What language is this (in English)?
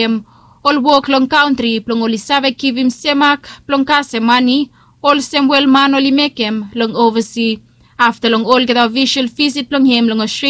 Bislama